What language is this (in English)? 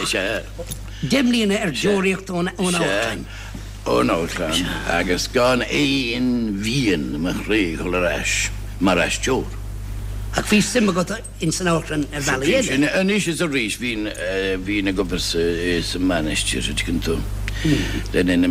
Irish